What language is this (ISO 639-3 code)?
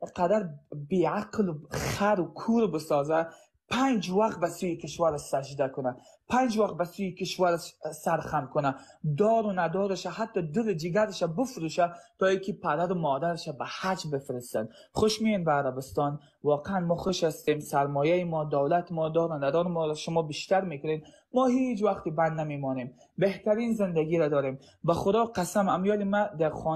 fas